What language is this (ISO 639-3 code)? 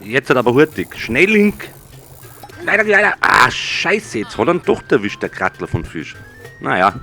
bar